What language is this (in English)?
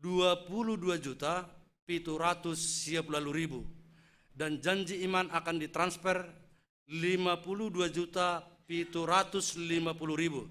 Batak Simalungun